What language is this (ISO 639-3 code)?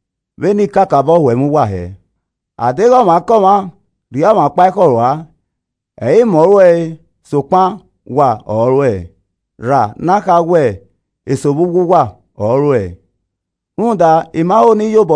ish